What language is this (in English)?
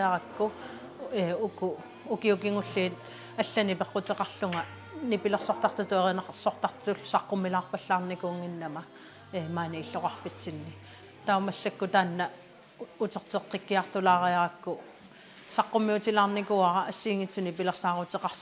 Kalaallisut